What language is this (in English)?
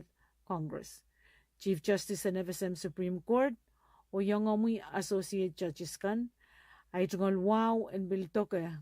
Pohnpeian